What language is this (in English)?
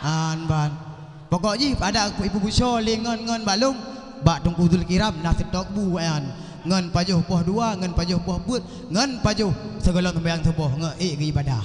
Achinese